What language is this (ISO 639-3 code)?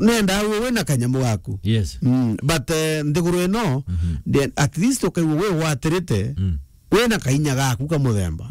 mer